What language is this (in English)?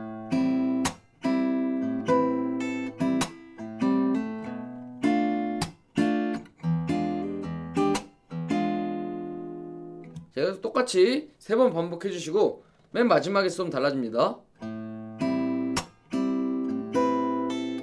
Korean